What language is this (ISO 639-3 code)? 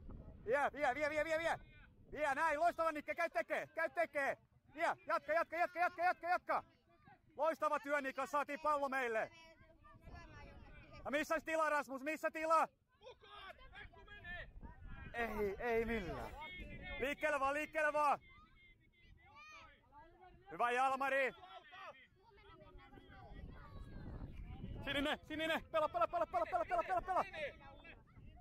fin